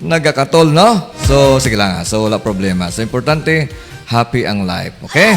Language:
Hiligaynon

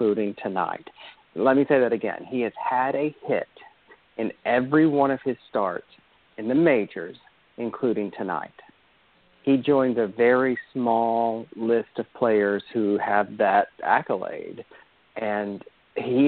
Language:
English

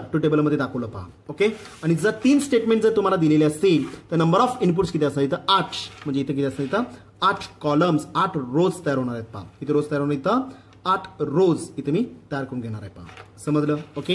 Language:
Marathi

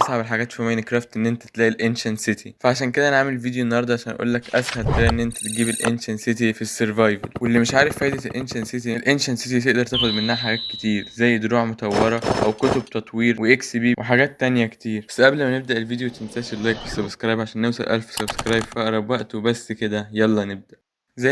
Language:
Egyptian Arabic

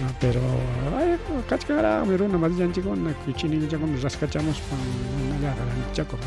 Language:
Ayacucho Quechua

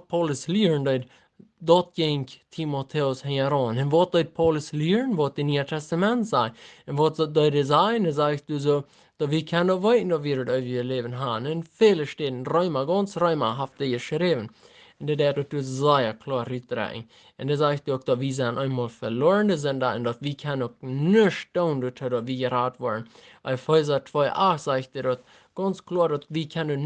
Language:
Plautdietsch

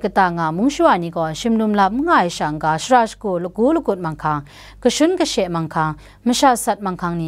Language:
Kachin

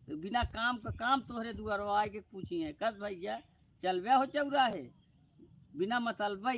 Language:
Awadhi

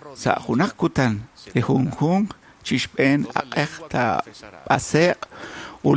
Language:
Kekchí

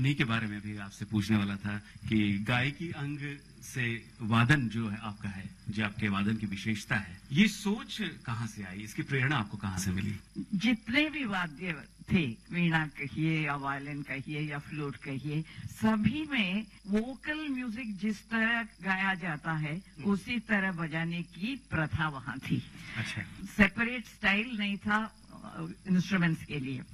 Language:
Hindi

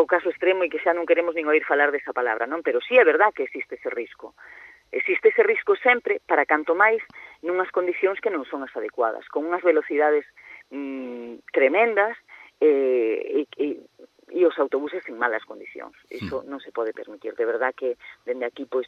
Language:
Galician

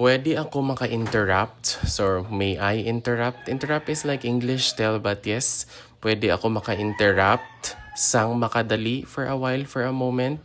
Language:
Hiligaynon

